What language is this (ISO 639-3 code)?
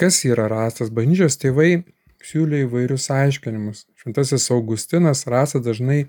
lit